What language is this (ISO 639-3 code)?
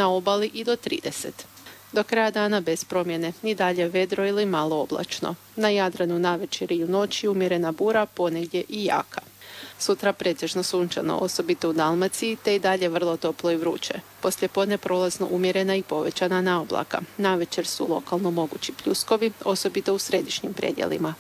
hrv